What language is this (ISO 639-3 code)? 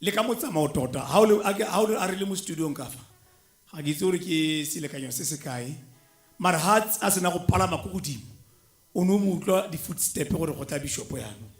tsn